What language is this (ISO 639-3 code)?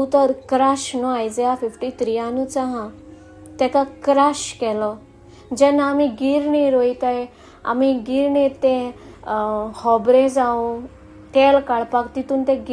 kok